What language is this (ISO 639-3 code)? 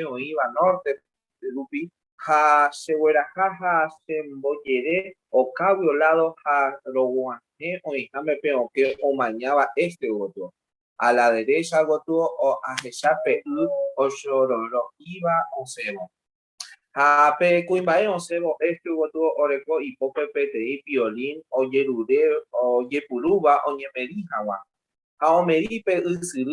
grn